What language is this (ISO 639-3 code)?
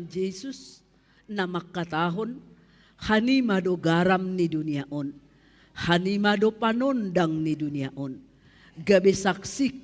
bts